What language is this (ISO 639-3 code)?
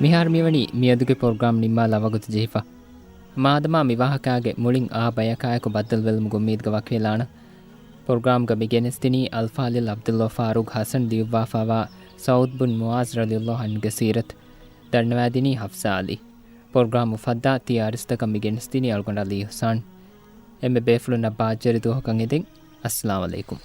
div